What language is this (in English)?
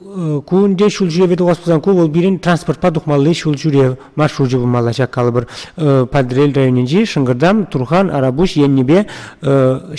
Chuvash